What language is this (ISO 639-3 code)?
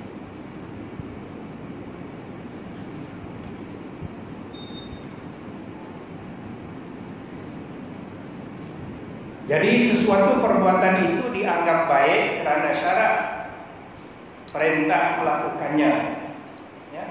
msa